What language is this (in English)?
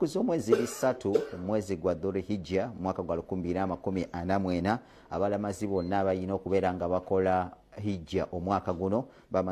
Ganda